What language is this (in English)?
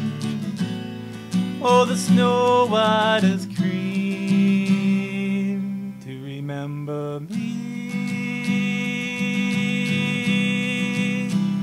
English